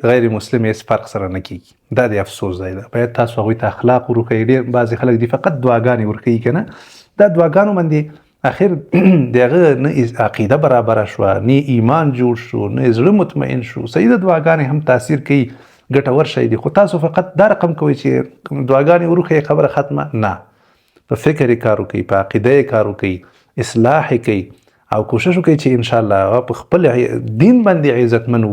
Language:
Pashto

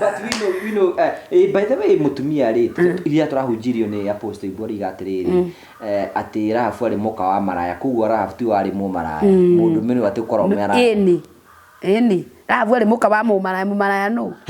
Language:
Kikuyu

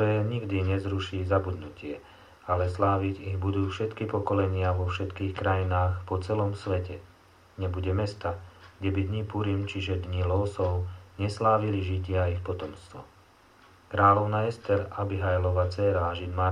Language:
Slovak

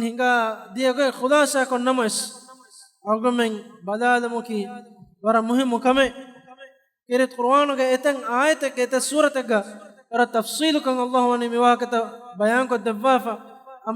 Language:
Divehi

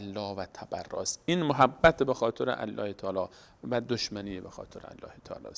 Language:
Persian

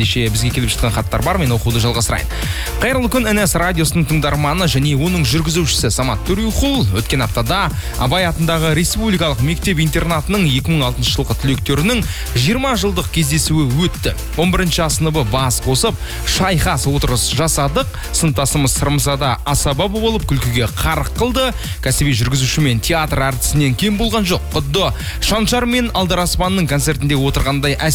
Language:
Kazakh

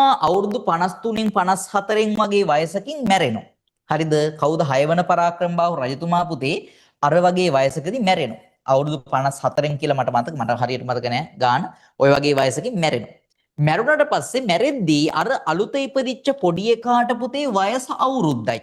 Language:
Sinhala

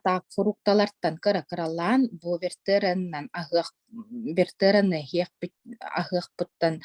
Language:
Yakut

